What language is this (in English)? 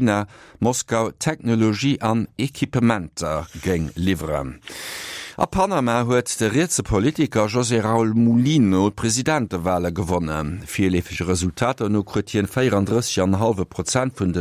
Luxembourgish